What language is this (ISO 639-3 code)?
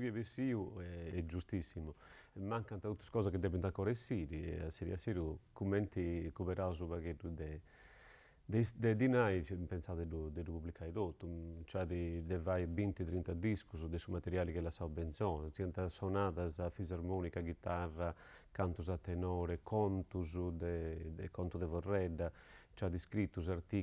srd